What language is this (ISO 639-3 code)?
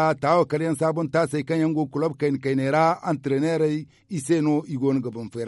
dje